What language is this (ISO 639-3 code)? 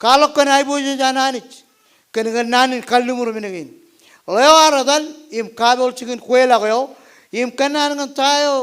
mah